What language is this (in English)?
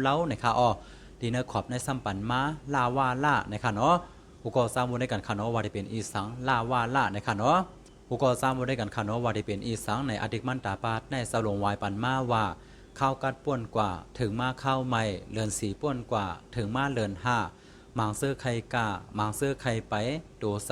Shan